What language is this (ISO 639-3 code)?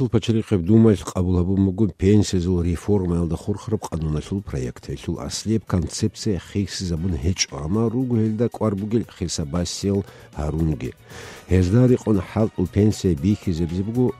ava